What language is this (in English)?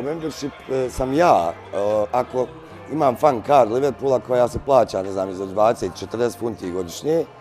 Bosnian